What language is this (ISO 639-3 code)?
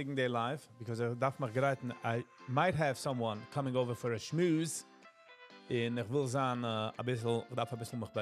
yid